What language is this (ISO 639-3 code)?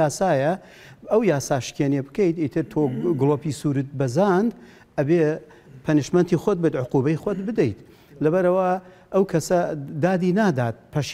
ckb